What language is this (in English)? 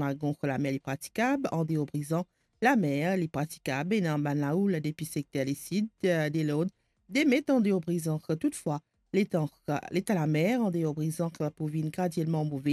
Morisyen